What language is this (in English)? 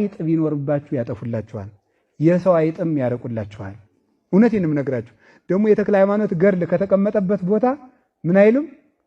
Amharic